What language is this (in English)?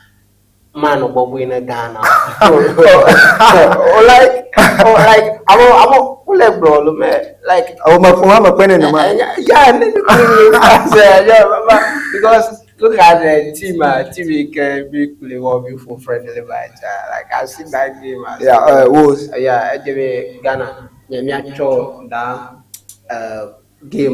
Ewe